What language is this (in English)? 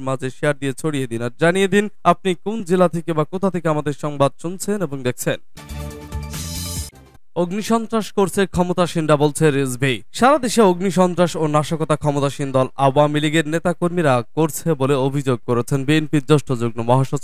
Bangla